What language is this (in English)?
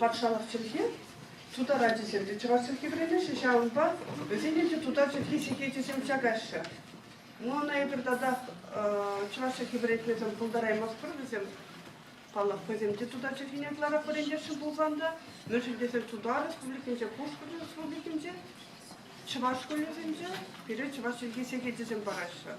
Chuvash